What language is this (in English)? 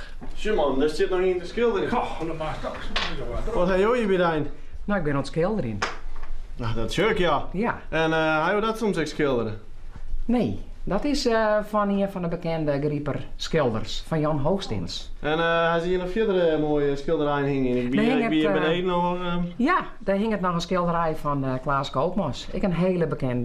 Western Frisian